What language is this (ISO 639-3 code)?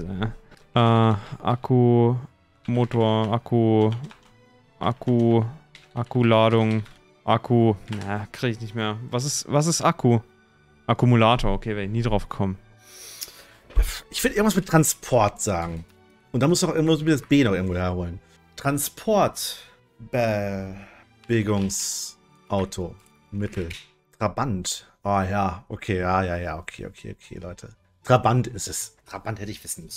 deu